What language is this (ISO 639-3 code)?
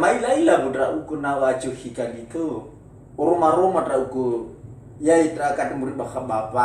nia